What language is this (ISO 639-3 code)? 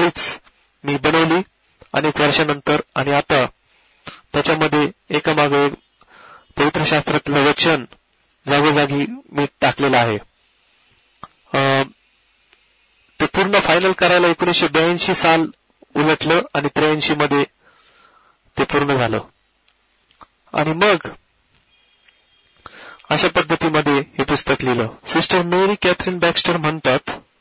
mar